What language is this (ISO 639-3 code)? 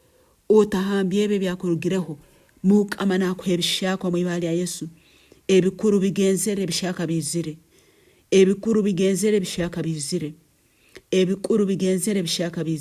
nyn